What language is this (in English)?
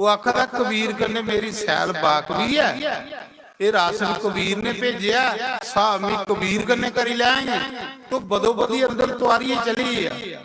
Dogri